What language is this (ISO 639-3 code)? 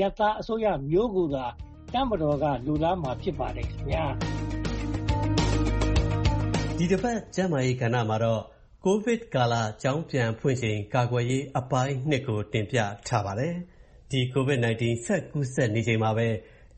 mya